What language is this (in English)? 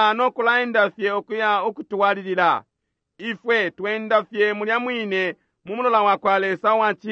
Bemba